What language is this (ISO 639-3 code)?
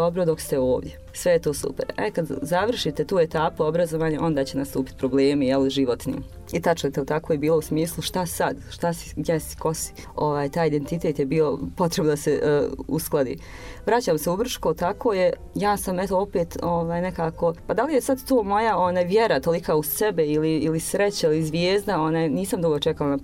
bos